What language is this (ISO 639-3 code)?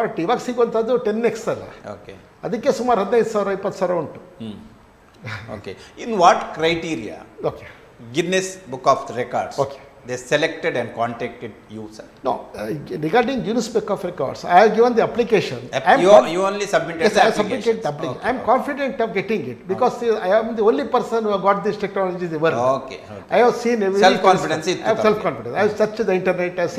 kan